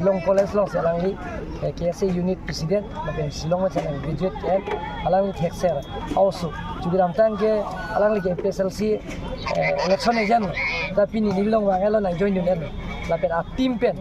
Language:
Karbi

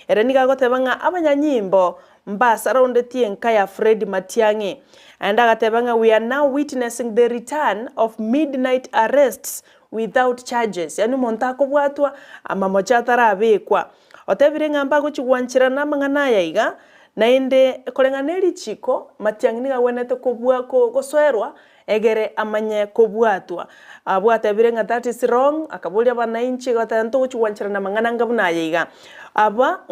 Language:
Gusii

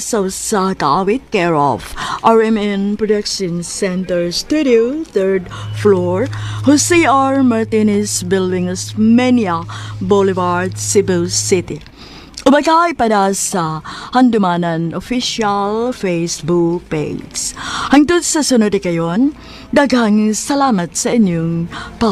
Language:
Cebuano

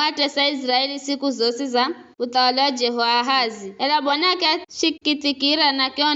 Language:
Giryama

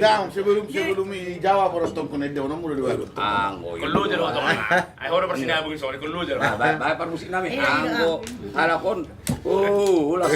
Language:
Batak Toba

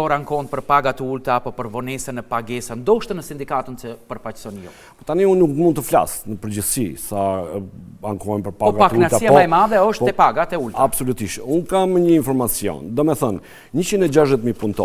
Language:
Albanian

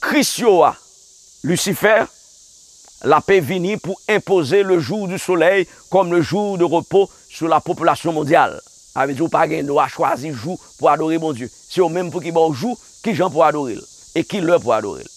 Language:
Haitian Creole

